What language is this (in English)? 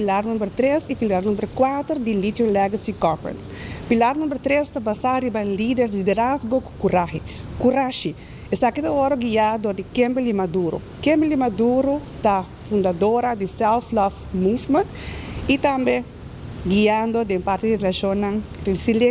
Papiamento